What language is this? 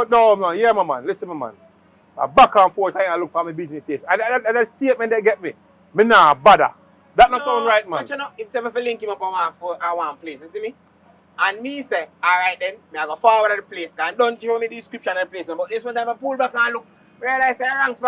Jamaican Creole English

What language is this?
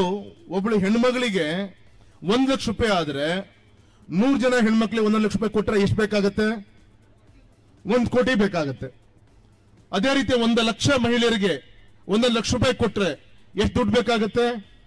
Kannada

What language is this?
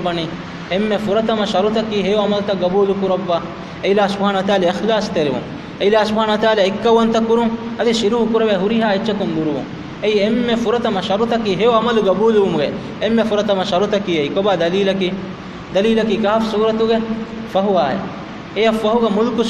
Divehi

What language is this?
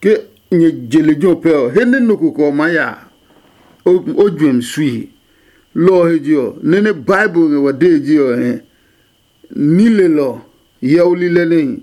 Adangme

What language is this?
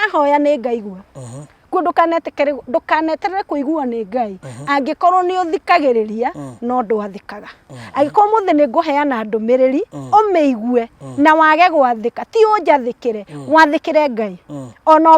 Kikuyu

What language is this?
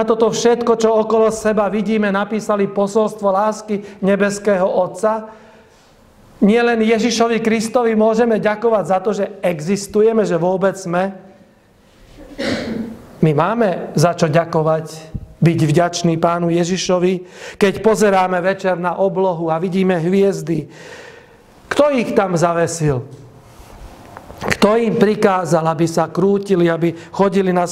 Slovak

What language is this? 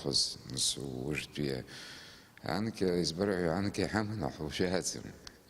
Abkhazian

